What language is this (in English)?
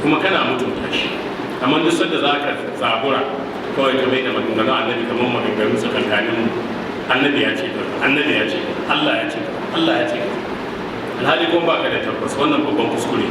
Hausa